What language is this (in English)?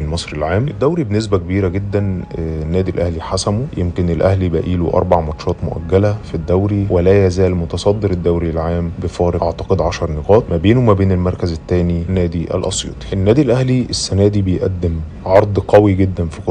Egyptian Arabic